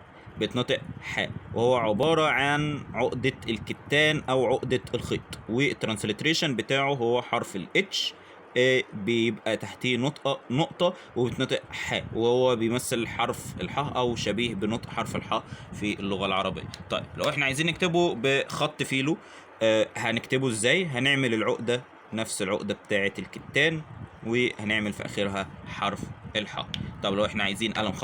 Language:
Egyptian Arabic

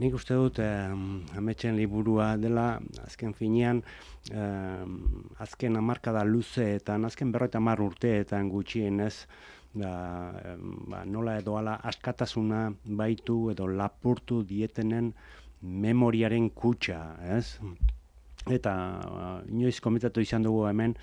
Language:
Basque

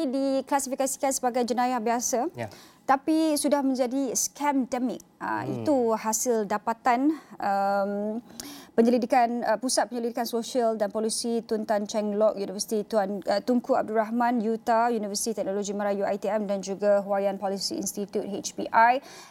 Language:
Malay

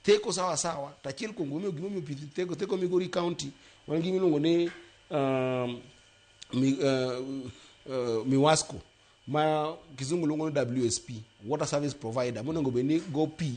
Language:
Luo (Kenya and Tanzania)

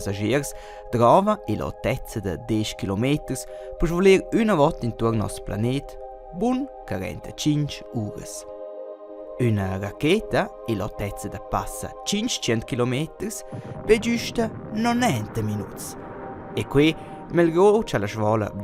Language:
Romansh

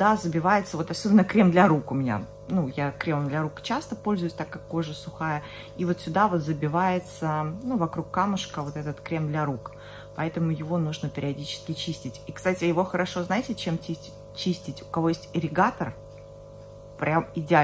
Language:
Russian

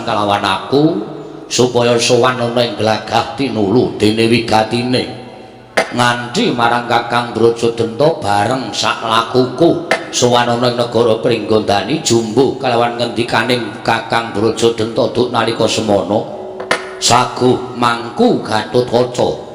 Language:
Javanese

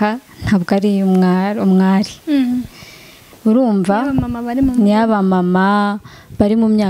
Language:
Kinyarwanda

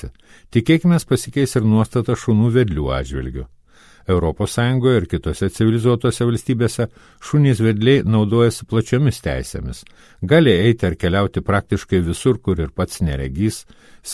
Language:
Lithuanian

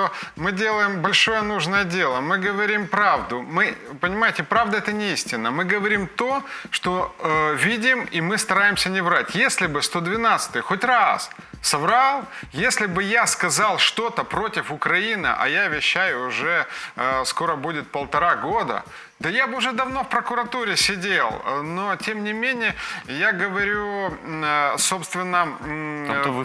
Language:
Russian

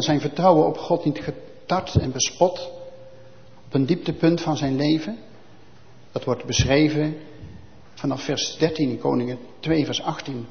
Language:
Dutch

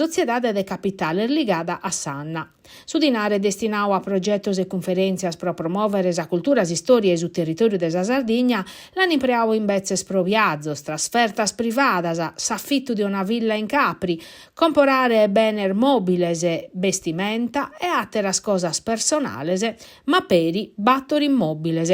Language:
Sardinian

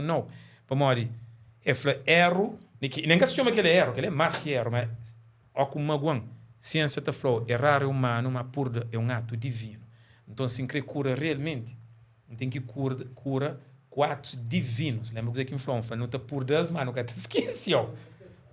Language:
Kabuverdianu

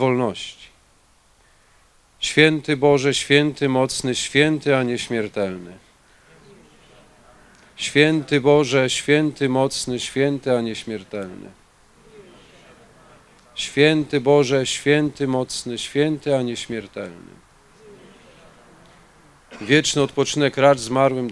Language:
Polish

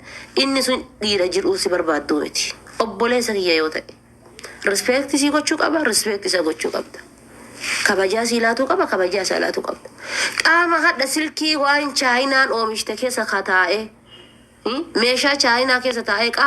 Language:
Oromo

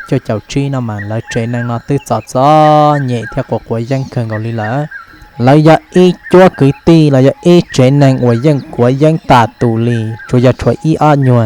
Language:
Hmong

